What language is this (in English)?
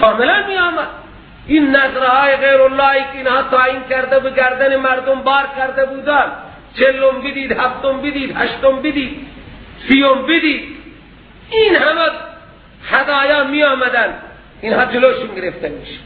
Persian